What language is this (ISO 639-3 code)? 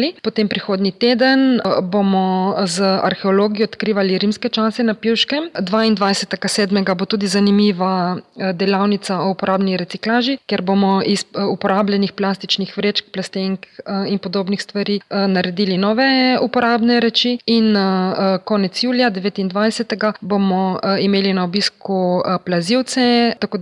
slv